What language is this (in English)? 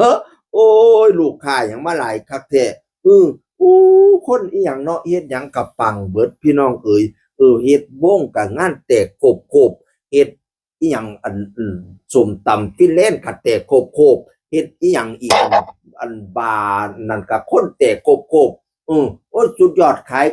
Northeastern Thai